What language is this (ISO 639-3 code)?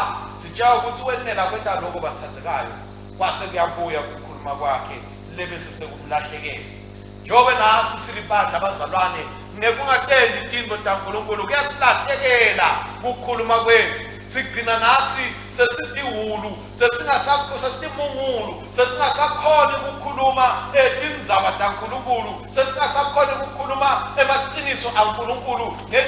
ssw